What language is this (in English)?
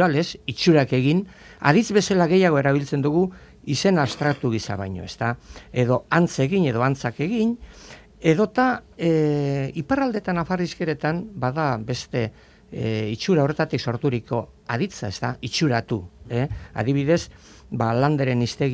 Basque